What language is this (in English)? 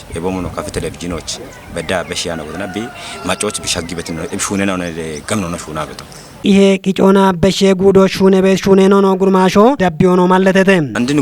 Kafa